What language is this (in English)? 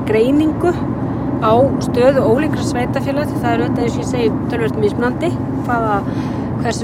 Icelandic